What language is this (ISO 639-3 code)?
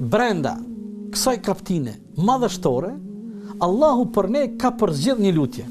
sqi